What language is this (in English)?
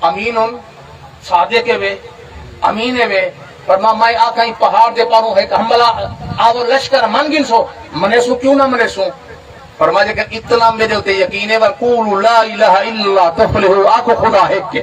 Saraiki